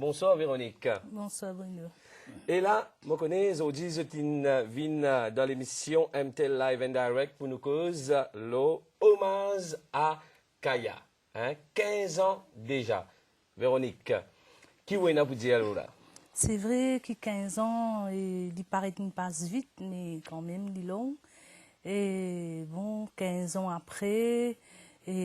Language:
Morisyen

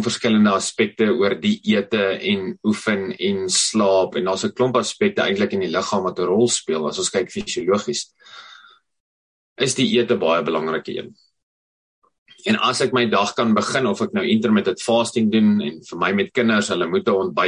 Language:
Afrikaans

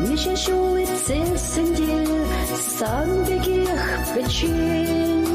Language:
Chuvash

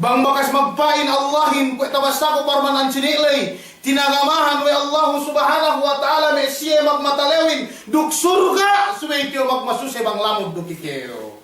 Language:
Yakan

